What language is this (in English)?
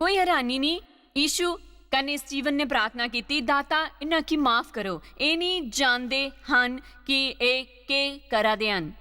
Dogri